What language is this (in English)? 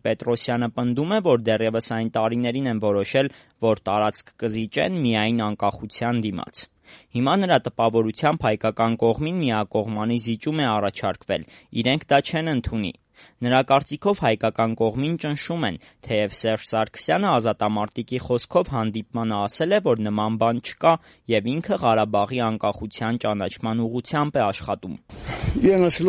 Armenian